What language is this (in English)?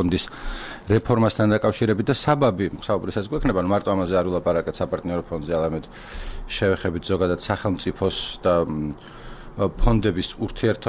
Georgian